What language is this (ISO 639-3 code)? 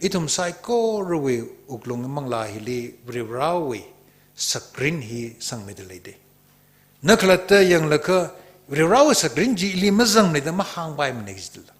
nmf